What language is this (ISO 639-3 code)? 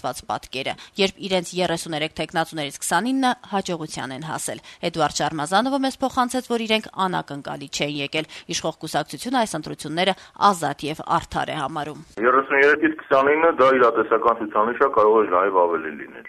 hye